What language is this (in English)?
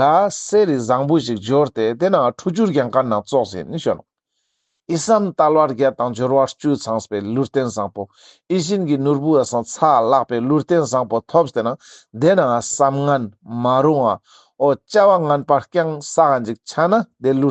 Ladakhi